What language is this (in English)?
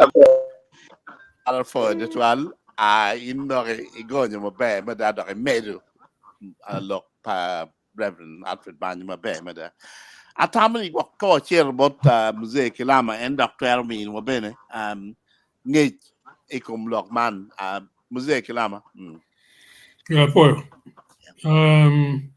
Acoli